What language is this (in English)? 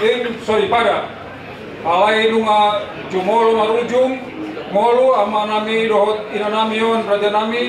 Batak Toba